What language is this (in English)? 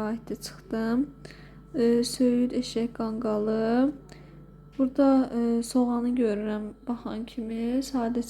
Azerbaijani